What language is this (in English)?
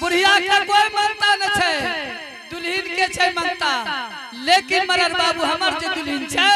Angika